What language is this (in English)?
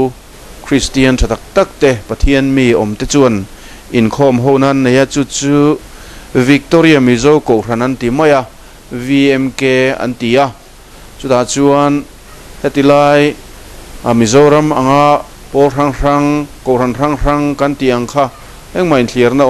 Mizo